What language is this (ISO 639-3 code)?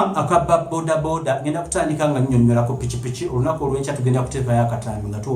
lug